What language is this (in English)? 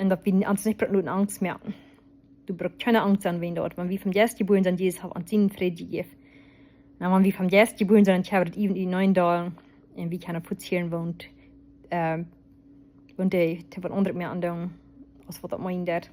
Plautdietsch